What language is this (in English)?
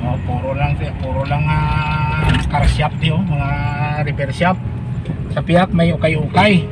Hiligaynon